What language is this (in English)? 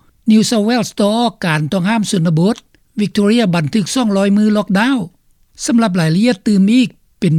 Lao